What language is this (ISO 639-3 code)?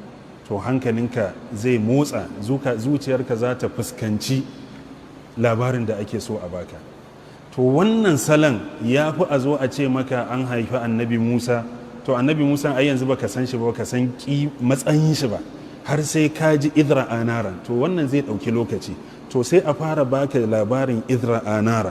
hau